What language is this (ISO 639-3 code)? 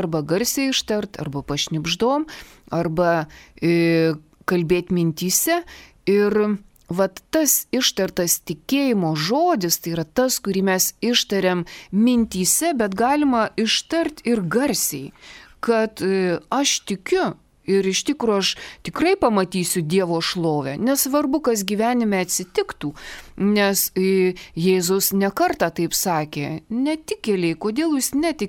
lit